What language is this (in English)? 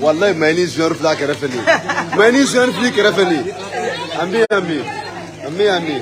Bambara